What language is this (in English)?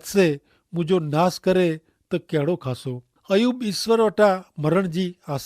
Kachhi